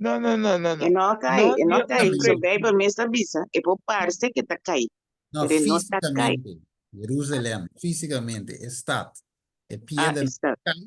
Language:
Papiamento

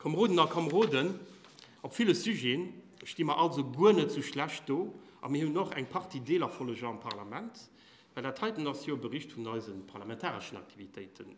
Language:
Luxembourgish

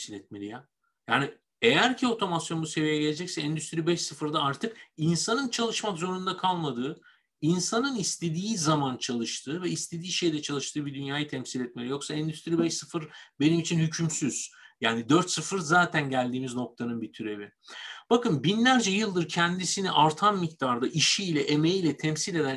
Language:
Turkish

